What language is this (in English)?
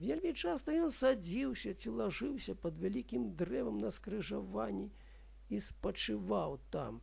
Belarusian